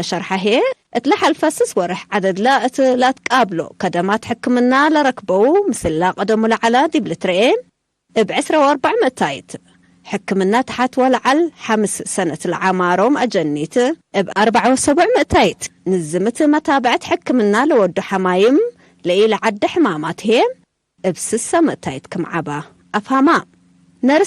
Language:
Tigre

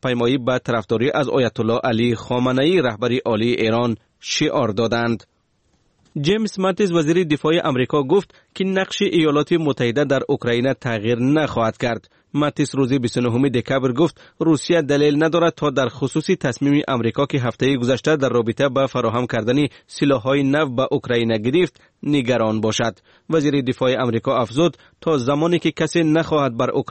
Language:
Tajik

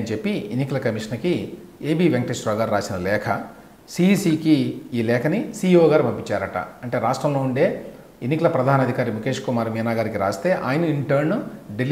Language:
Telugu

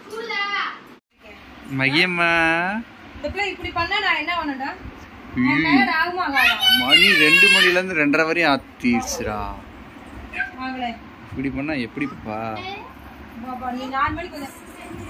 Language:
Tamil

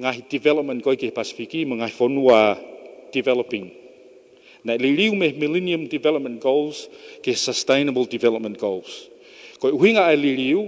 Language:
Tongan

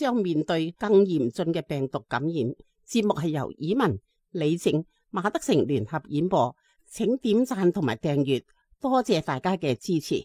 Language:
Cantonese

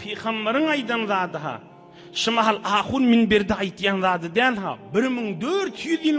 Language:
Turkmen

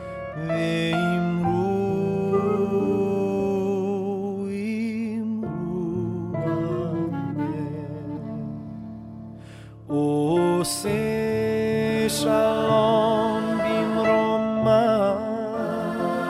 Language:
Estonian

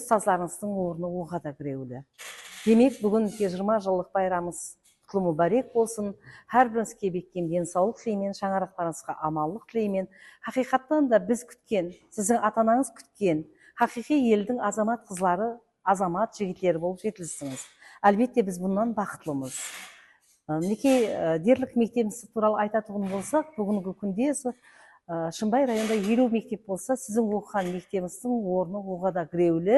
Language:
Kara-Kalpak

